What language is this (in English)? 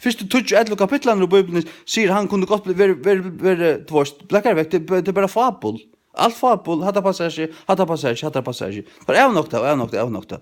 Faroese